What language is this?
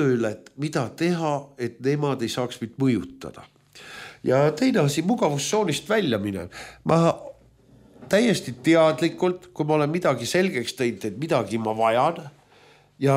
Estonian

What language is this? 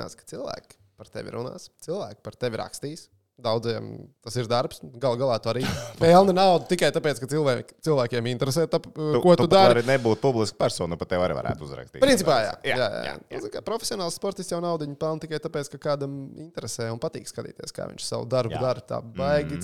Latvian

